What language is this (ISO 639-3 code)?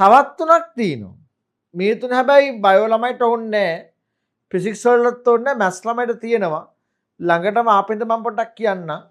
sin